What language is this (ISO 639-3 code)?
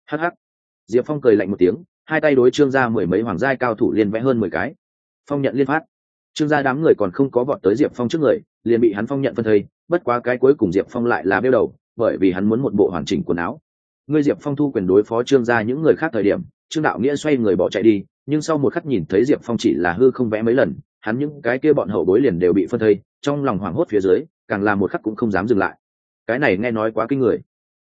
vie